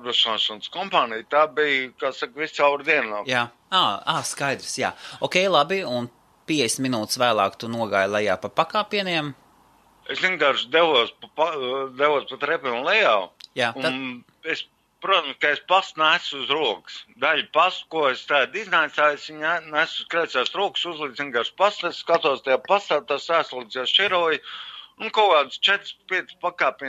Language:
Latvian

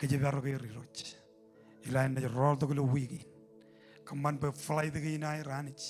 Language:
Marshallese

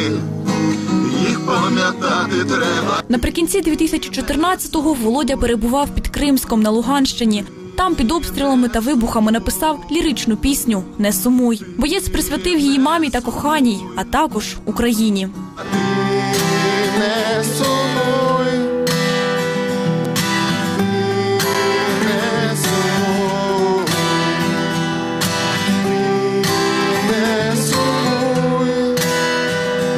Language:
Ukrainian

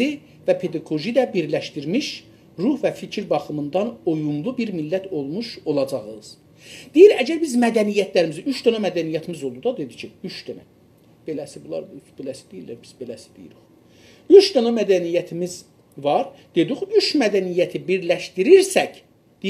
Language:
South Azerbaijani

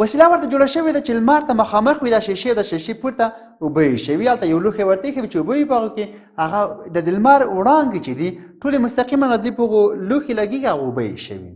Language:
Pashto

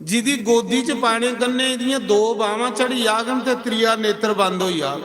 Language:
Dogri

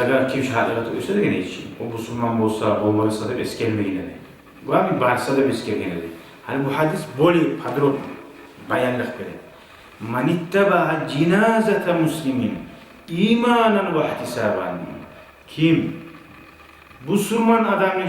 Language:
Kumyk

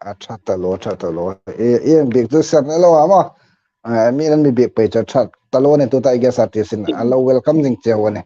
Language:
Hmar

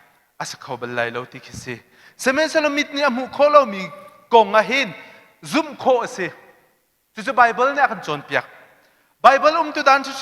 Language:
Hakha Chin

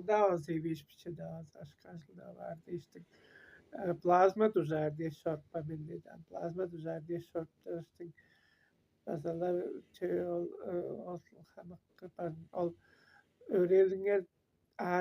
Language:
Tuvinian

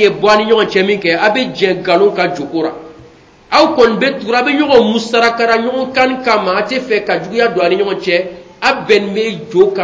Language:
Bambara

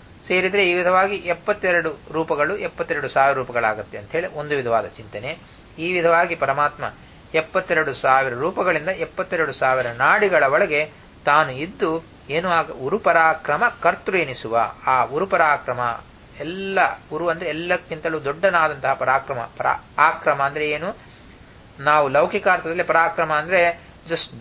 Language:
Kannada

